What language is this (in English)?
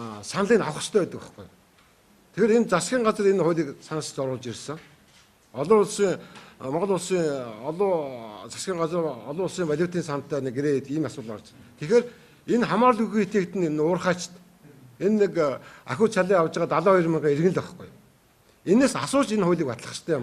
Mongolian